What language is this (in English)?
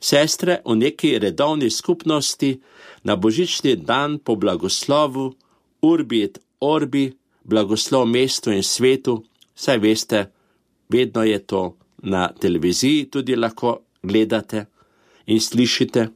Slovenian